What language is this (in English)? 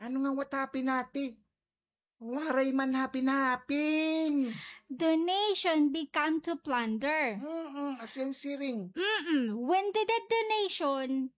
Waray